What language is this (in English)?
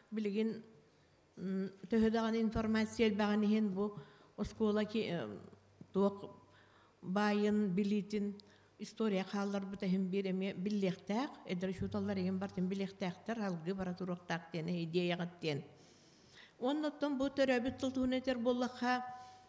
Yakut